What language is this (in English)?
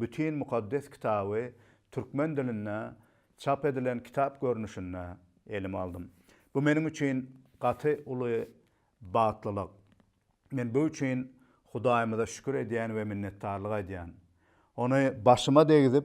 Turkmen